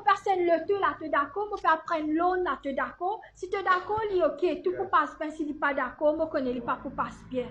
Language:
Morisyen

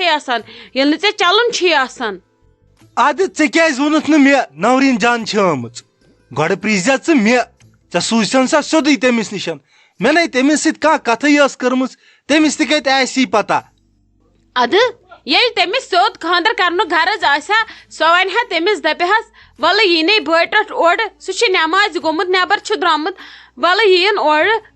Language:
Kashmiri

